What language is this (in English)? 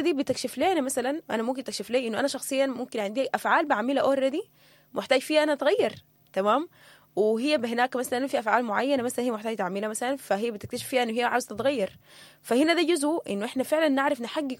Sudanese Arabic